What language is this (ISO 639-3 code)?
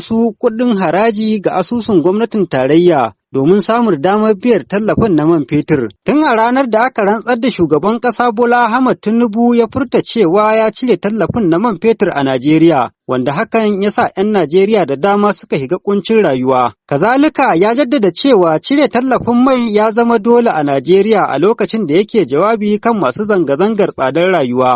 hau